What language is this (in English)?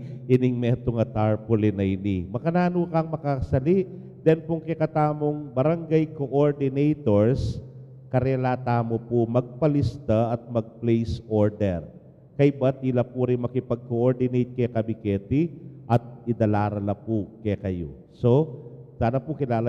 Pampanga